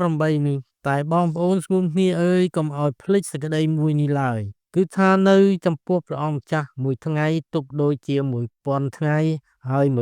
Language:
Khmer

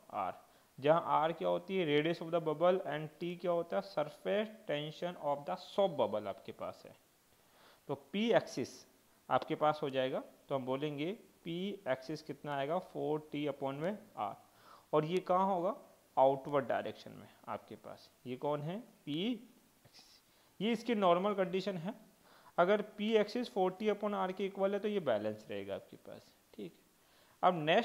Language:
Hindi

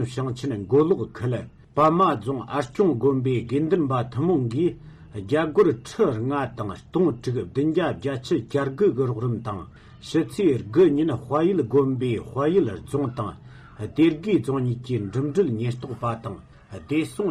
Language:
Tibetan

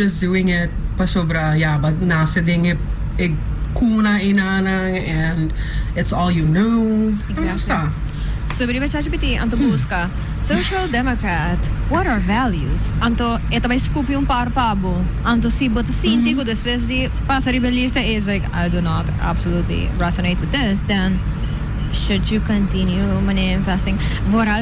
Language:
Papiamento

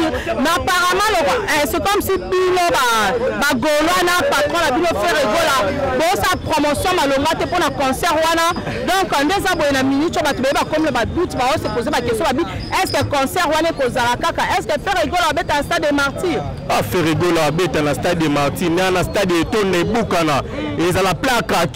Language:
Lingala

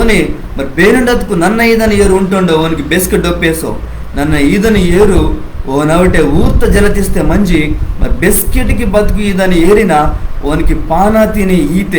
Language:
Koya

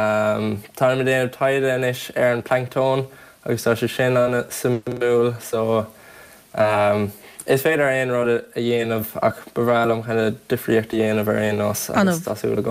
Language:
Irish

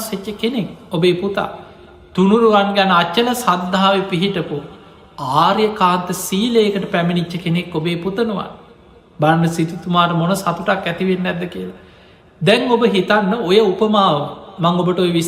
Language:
Sinhala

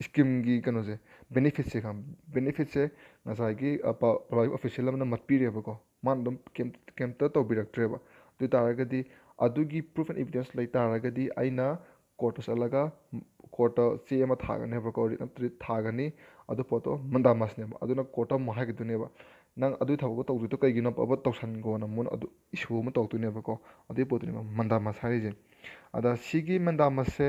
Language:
Manipuri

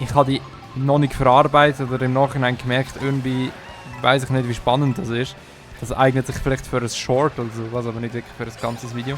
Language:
Swiss German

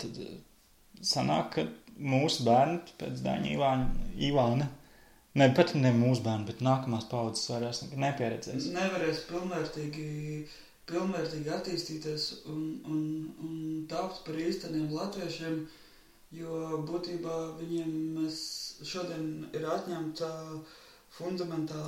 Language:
Latvian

